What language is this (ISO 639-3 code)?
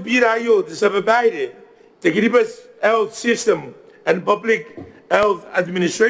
gil